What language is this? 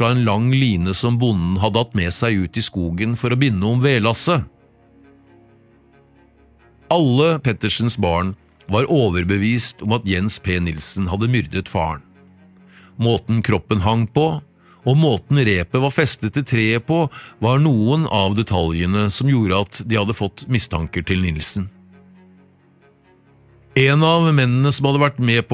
Norwegian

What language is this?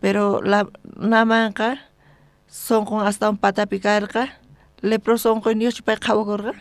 South Bolivian Quechua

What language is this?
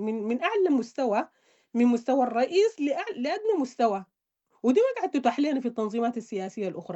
Sudanese Arabic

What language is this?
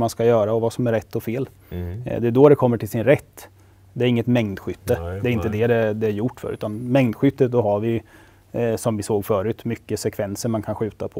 Swedish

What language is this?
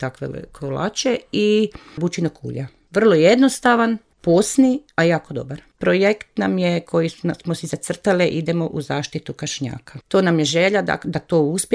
Serbian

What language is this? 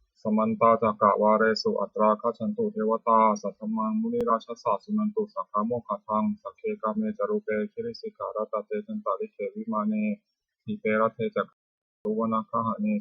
Pali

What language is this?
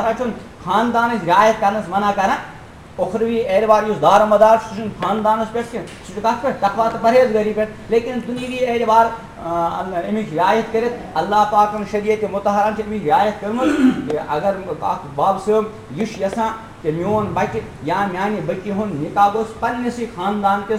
Kashmiri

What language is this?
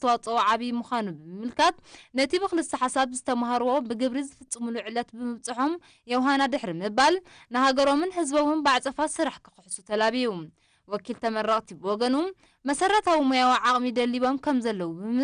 Tigrinya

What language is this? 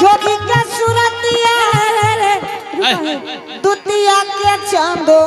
Angika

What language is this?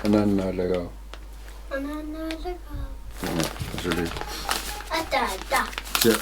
Kalaallisut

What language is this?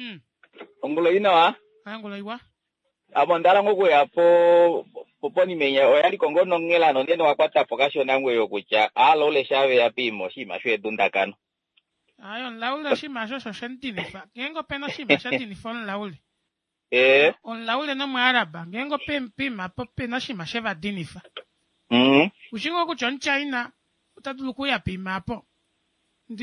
Kuanyama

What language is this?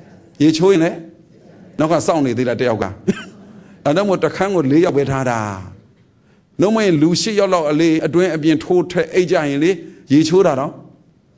Burmese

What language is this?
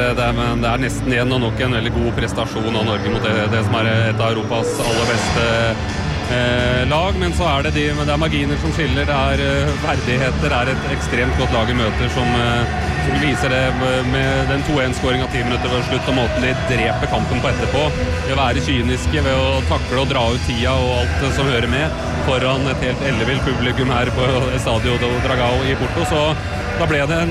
Norwegian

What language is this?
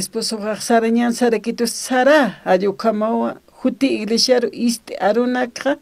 Aymara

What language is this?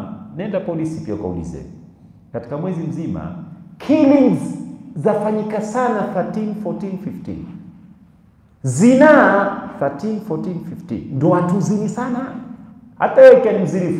Swahili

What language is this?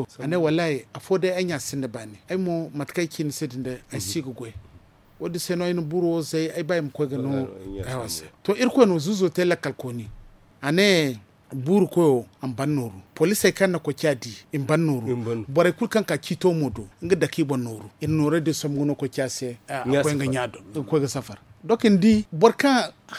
Zarma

